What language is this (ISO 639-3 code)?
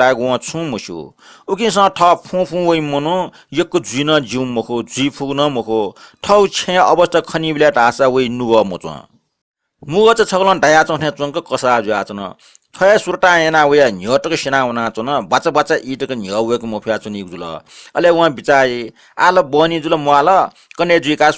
new